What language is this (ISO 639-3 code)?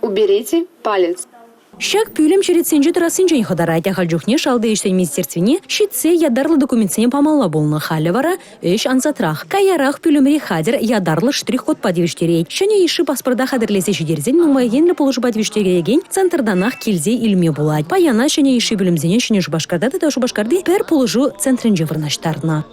chv